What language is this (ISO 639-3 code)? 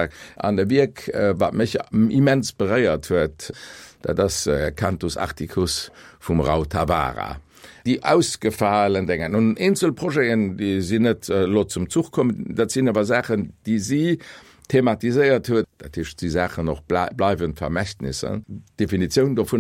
ltz